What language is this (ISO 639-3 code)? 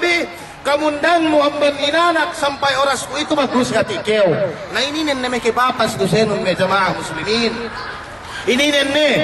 yka